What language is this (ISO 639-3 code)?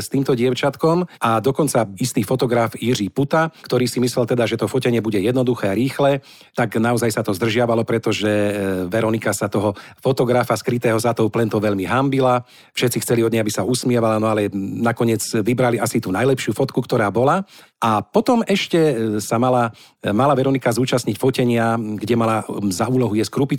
slk